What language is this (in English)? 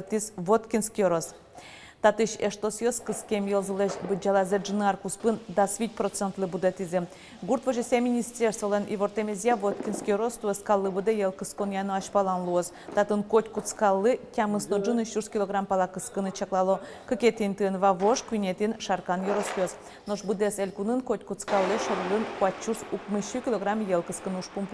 Udmurt